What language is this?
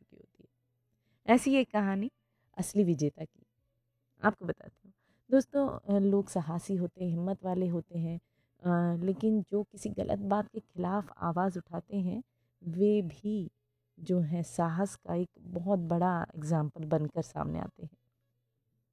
Hindi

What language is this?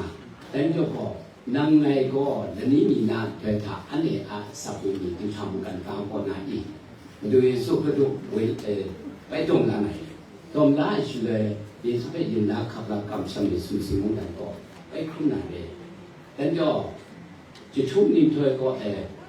Kachin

